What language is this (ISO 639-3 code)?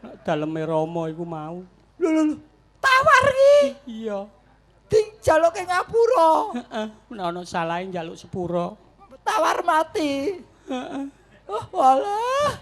jav